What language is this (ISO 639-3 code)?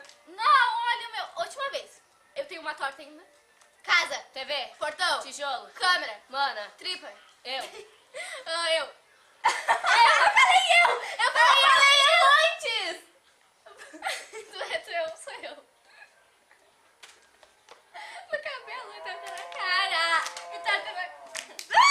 por